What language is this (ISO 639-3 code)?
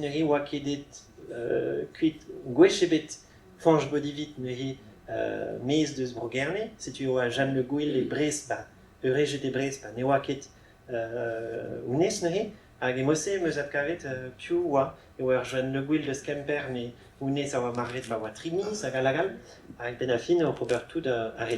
bre